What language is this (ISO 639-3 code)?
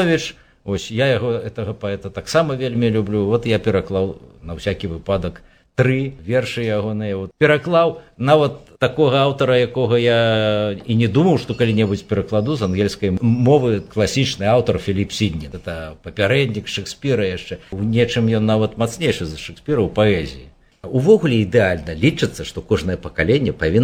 bel